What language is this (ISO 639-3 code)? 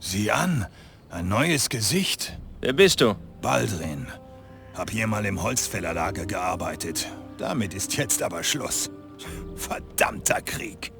bar